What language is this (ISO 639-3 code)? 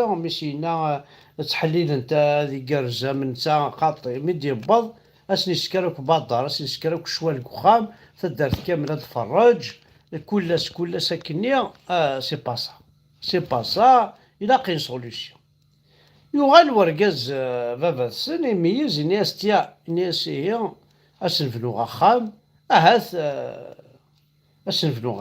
kab